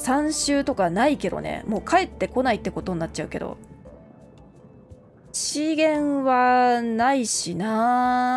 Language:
Japanese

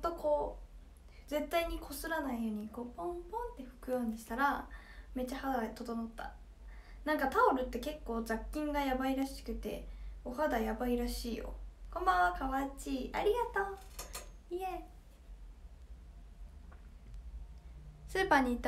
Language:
Japanese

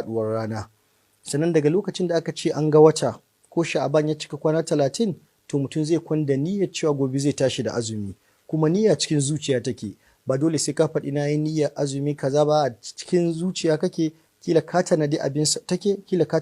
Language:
Hausa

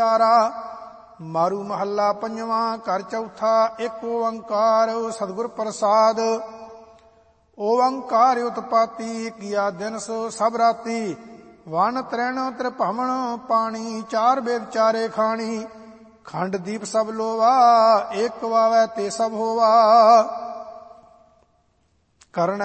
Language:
Punjabi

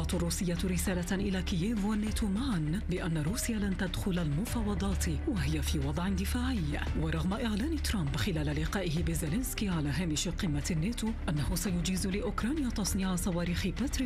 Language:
Arabic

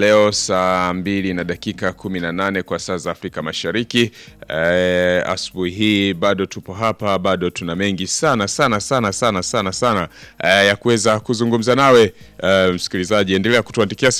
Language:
Swahili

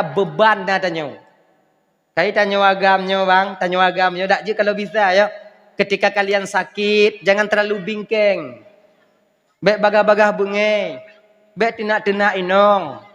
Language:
Achinese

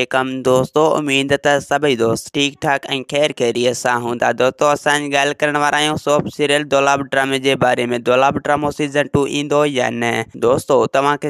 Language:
Sindhi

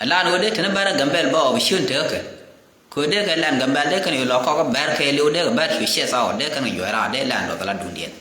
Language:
Nuer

